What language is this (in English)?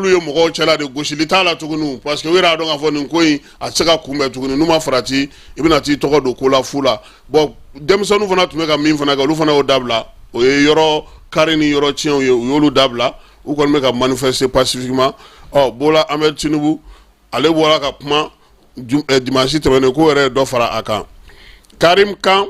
Bambara